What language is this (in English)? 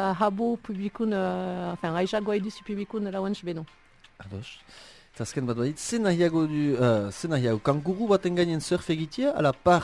Basque